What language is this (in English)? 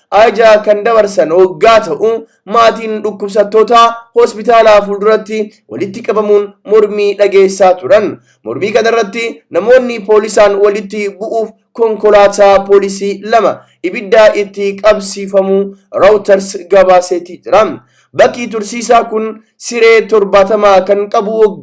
Oromo